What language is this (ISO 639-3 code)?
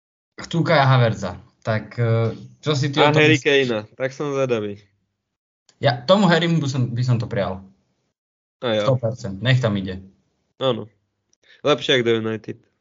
slk